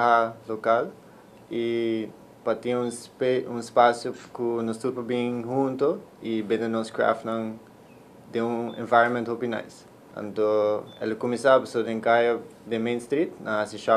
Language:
Papiamento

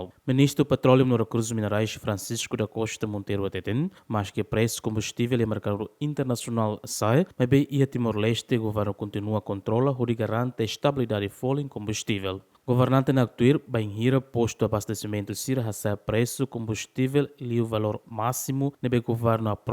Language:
Tetum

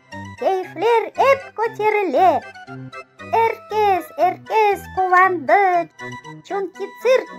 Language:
Crimean Tatar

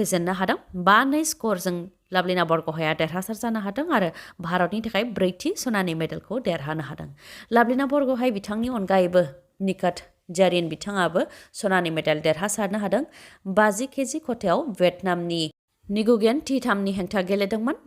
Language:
Bodo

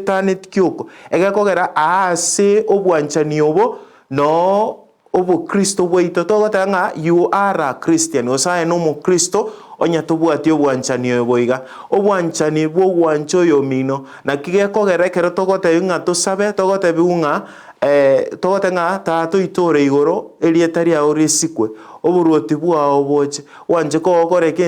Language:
Gusii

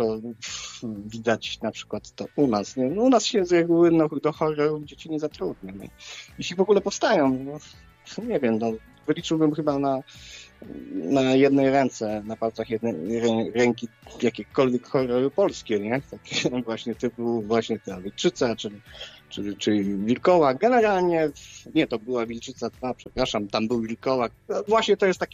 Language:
Polish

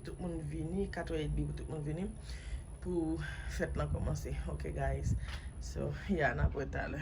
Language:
Haitian Creole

